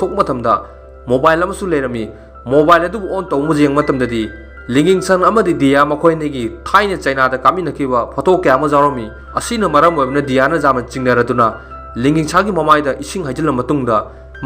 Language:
Manipuri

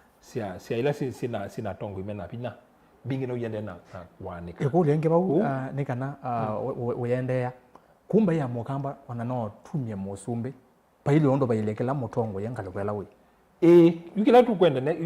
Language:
Kamba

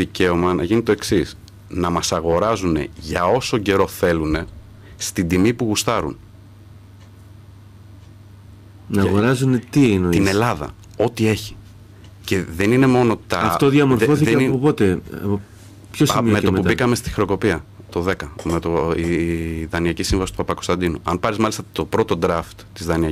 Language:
Greek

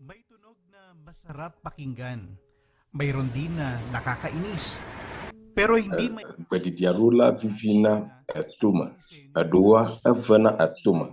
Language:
Ewe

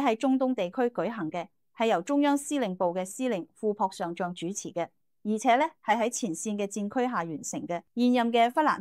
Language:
Cantonese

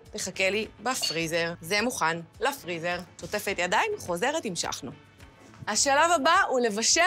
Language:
Hebrew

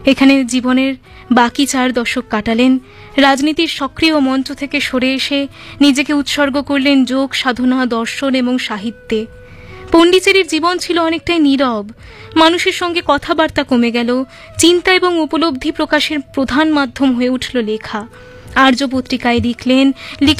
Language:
Bangla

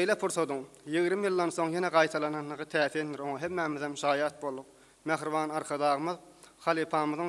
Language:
Turkmen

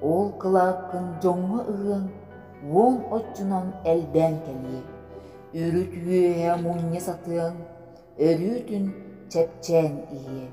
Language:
Yakut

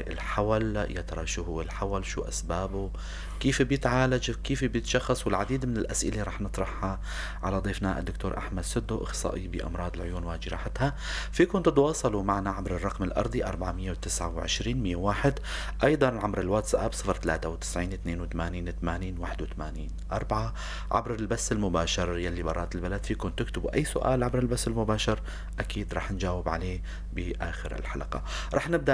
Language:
North Levantine Arabic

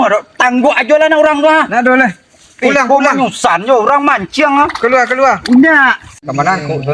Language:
Minangkabau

